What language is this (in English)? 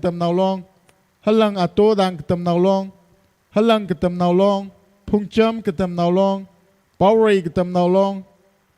Tangkhul Naga (India)